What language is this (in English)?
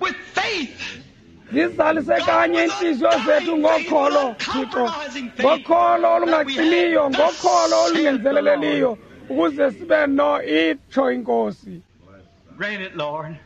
Xhosa